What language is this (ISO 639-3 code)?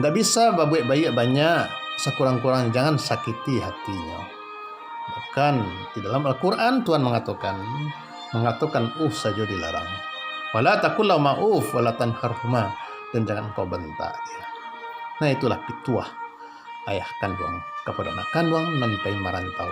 min